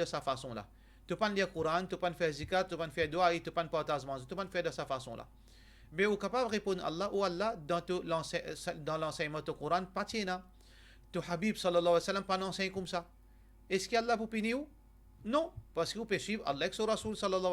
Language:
Morisyen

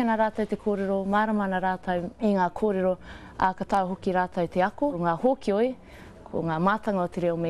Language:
Māori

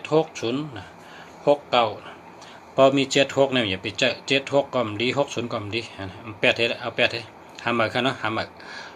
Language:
Shan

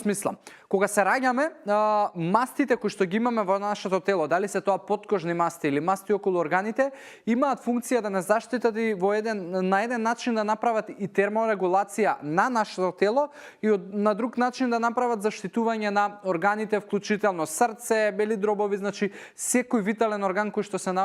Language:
Macedonian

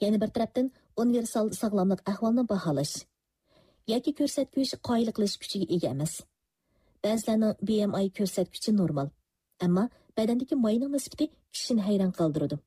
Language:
Uyghur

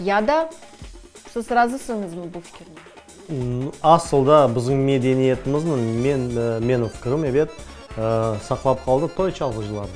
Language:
Crimean Tatar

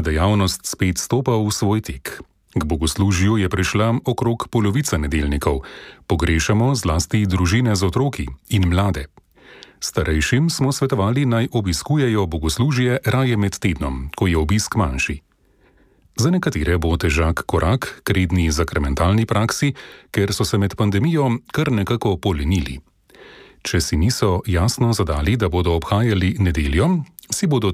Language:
Slovenian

